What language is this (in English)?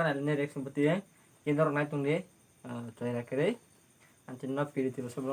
Kok Borok